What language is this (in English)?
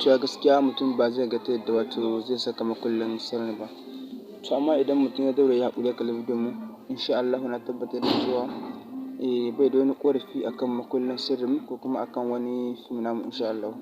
Hausa